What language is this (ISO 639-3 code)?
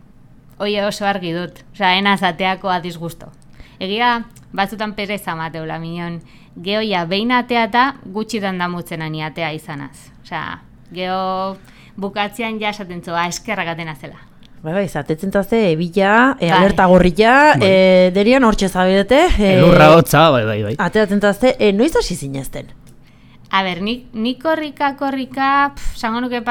eus